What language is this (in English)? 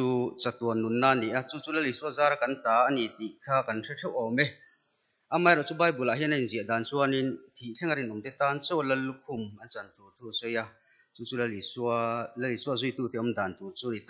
Mizo